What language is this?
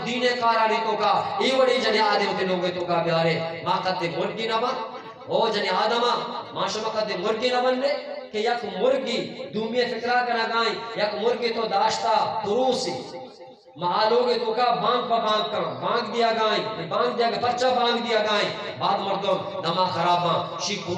Eastern Balochi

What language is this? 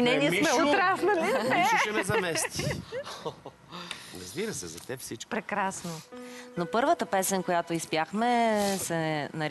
Bulgarian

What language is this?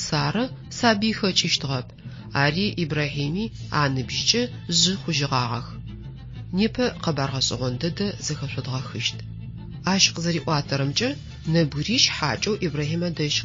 Adyghe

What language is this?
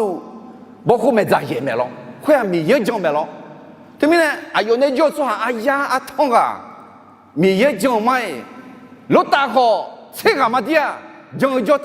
Akha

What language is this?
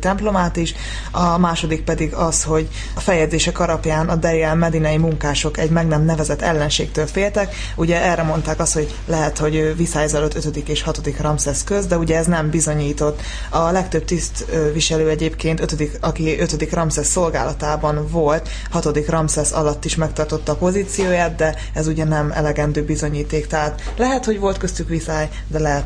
Hungarian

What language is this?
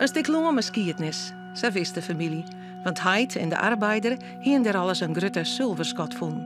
Western Frisian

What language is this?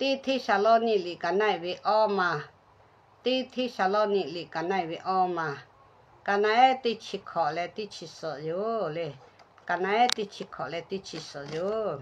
Lahu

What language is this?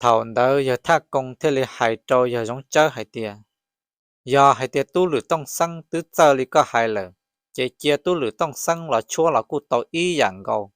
Hmong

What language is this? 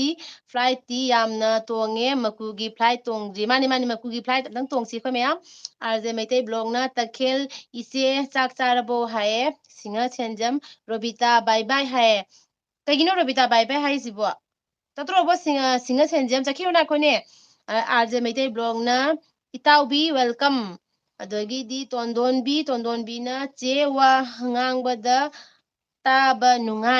Manipuri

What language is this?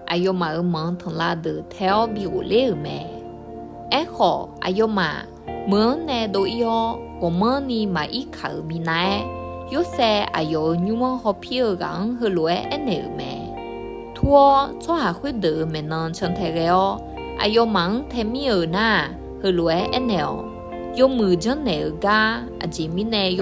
Akha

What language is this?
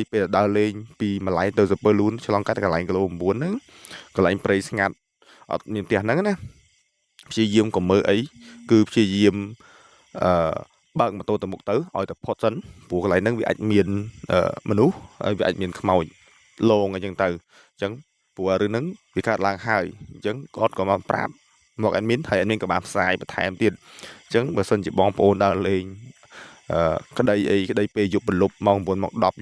Khmer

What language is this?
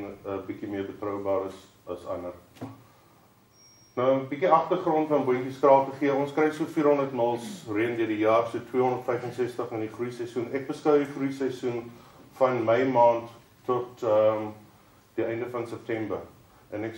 Afrikaans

